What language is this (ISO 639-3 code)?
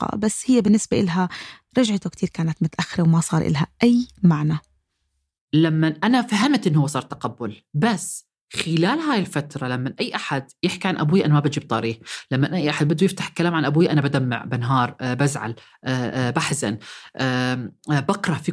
apc